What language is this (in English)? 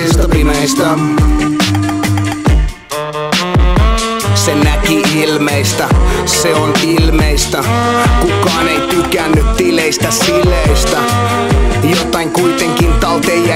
Finnish